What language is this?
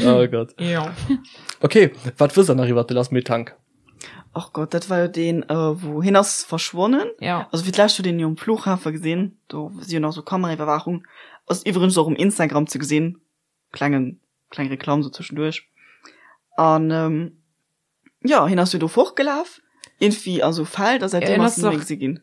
Luxembourgish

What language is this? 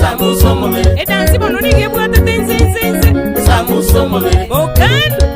Gusii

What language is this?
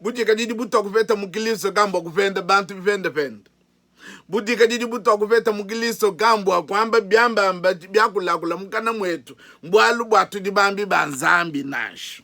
Luba-Lulua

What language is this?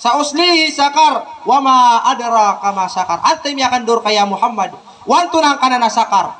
Maranao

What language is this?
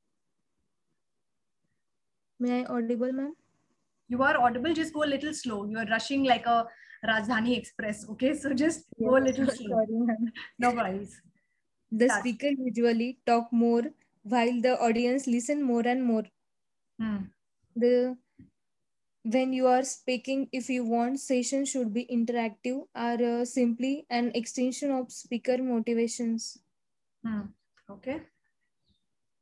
English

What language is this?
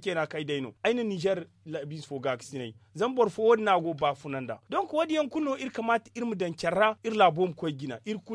Zarma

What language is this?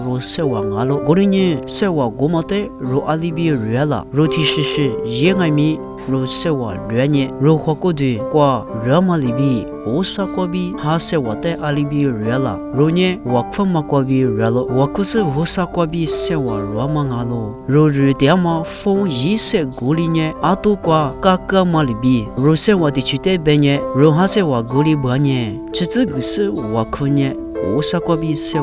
Lisu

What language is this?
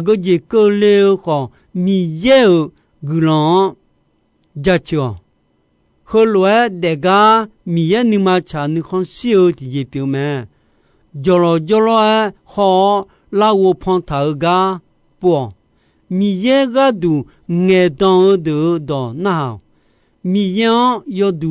Akha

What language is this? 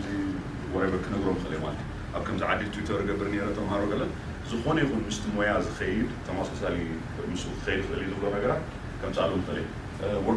Tigrinya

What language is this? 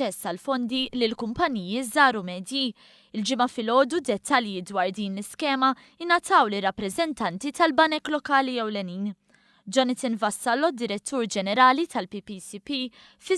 Maltese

